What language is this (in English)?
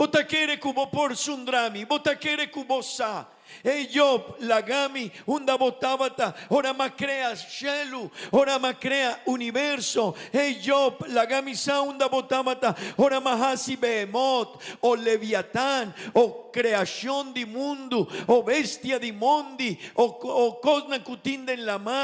Papiamento